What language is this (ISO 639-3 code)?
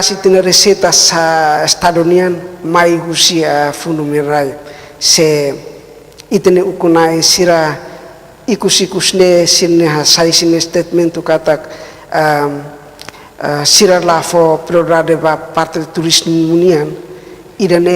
tet